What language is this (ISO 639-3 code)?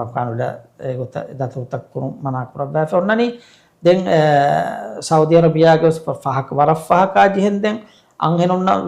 div